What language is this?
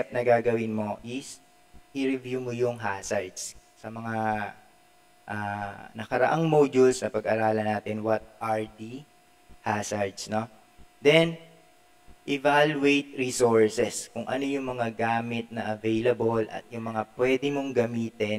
Filipino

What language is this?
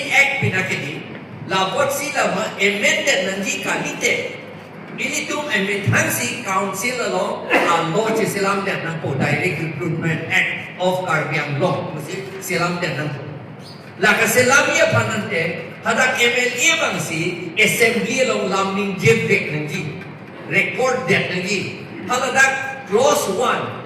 Karbi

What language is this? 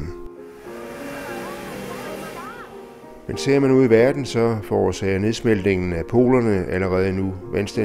Danish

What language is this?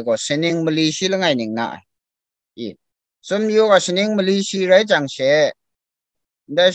Kachin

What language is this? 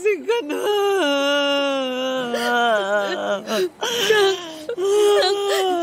Filipino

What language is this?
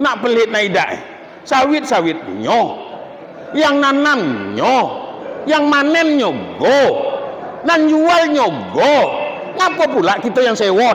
Minangkabau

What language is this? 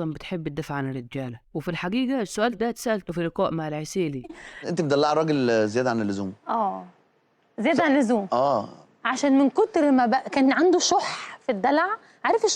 Egyptian Arabic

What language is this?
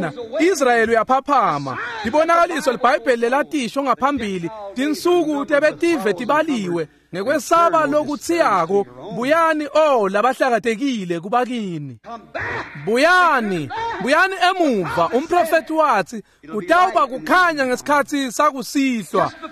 Swati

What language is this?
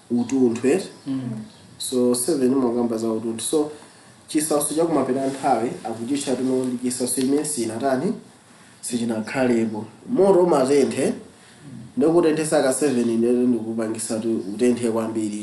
Nyanja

